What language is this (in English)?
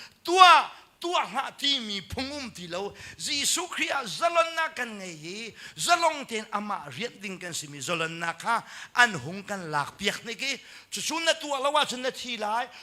Hakha Chin